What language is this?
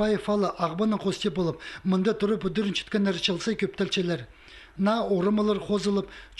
Khakas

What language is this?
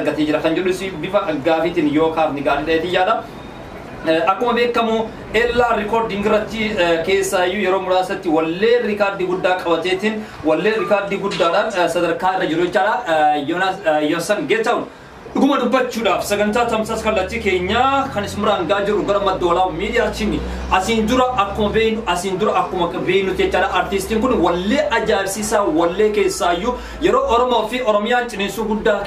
Oromo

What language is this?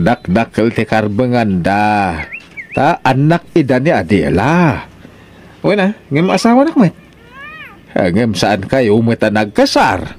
Iloko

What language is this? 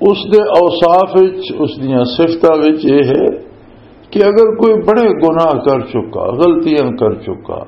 Western Panjabi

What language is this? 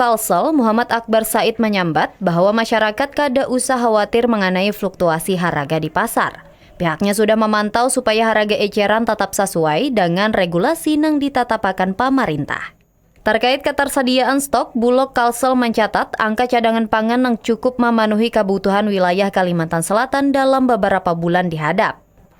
Banjar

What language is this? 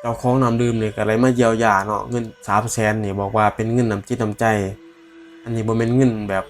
Northeastern Thai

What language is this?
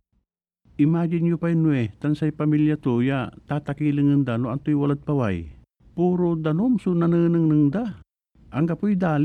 Pangasinan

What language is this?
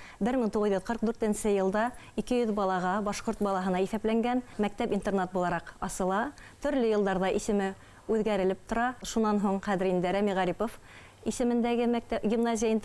Bashkir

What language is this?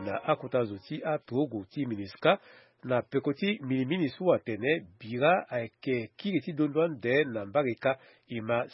Sango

